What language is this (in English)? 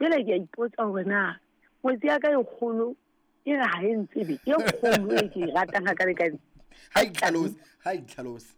Southern Sotho